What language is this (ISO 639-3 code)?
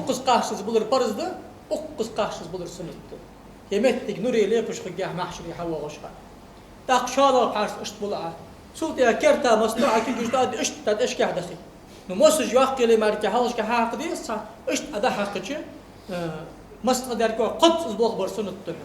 inh